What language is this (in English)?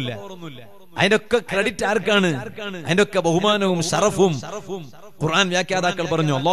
Malayalam